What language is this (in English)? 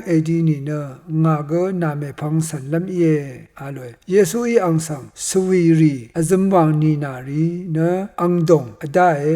Rawang